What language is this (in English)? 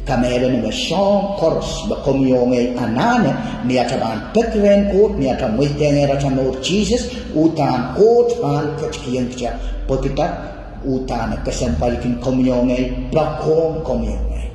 Pohnpeian